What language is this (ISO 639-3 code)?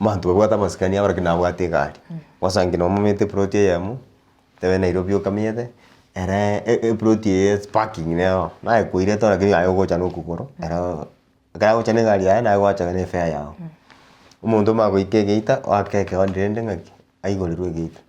guz